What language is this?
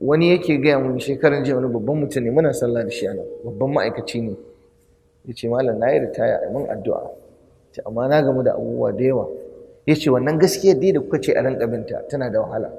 Hausa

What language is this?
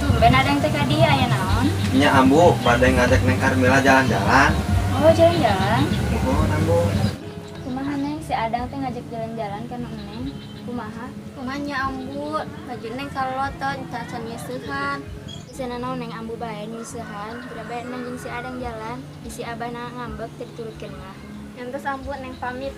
Sundanese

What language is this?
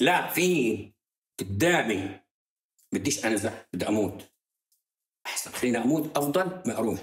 North Levantine Arabic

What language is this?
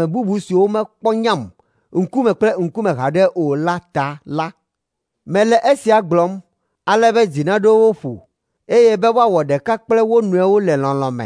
Ewe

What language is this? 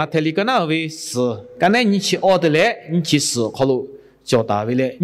Lahu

